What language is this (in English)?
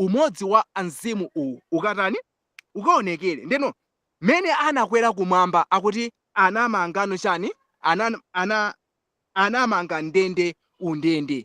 Nyanja